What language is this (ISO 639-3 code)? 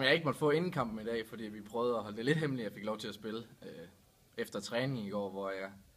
dan